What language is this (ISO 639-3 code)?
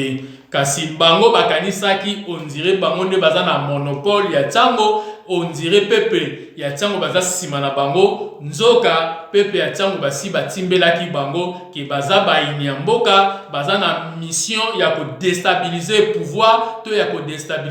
lin